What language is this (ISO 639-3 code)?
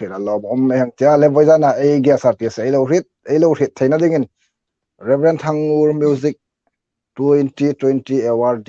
hmr